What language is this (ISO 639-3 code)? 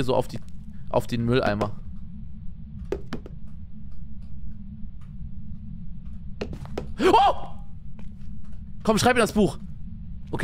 deu